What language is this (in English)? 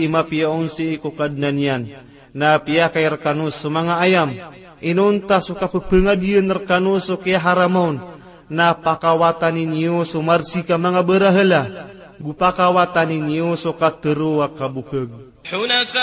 Maranao